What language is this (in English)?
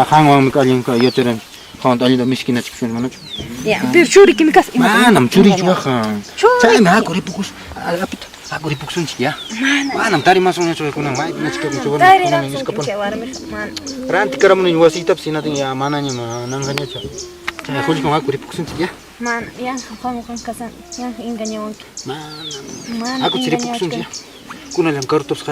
Ayacucho Quechua